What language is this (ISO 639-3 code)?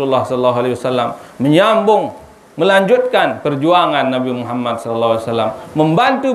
sas